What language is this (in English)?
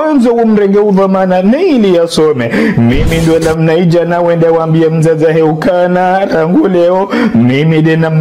Ngazidja Comorian